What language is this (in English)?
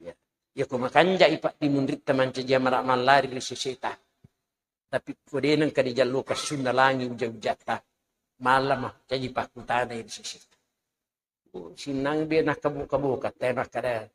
Buginese